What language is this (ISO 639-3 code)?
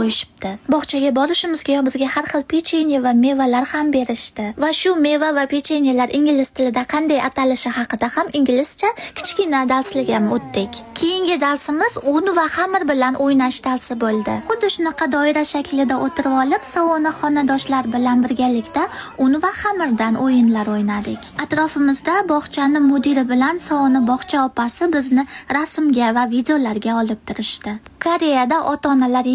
uzb